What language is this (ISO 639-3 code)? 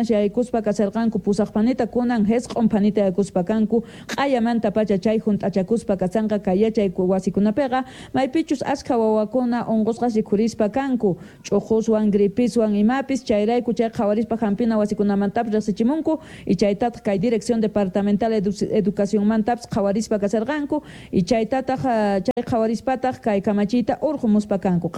que